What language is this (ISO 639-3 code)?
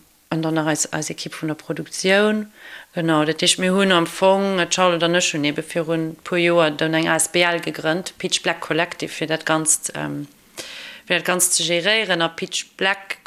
ltz